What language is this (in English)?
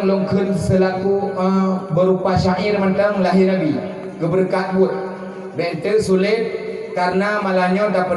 Achinese